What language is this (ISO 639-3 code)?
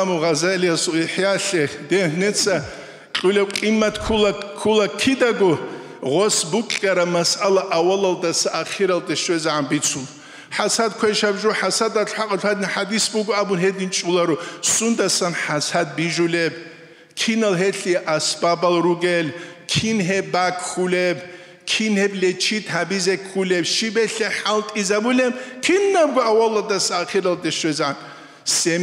ava